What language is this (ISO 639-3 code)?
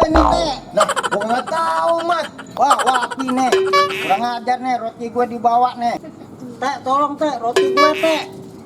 bew